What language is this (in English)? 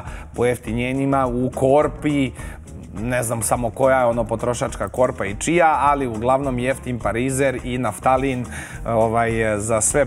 Serbian